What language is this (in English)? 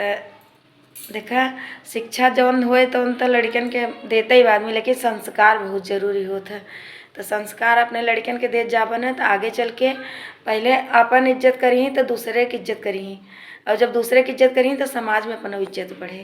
Awadhi